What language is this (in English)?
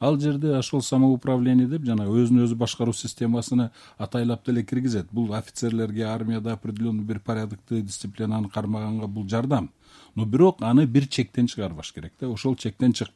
Kyrgyz